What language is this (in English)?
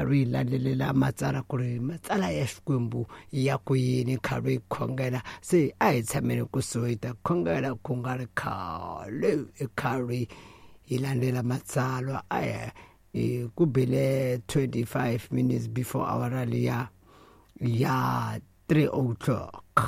Tsonga